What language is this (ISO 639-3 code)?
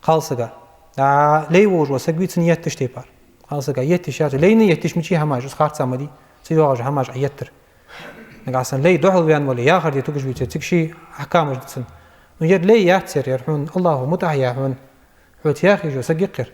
inh